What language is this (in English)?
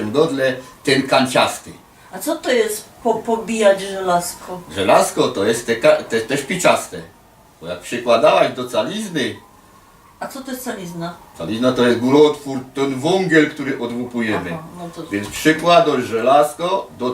Silesian